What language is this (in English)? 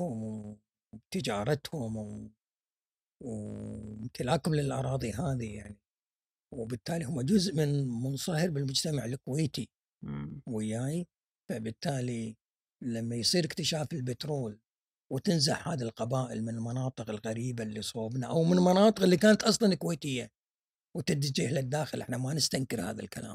Gulf Arabic